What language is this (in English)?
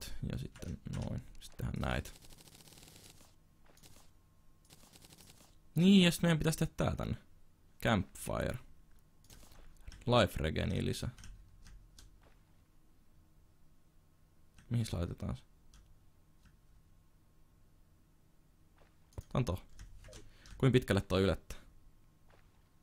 Finnish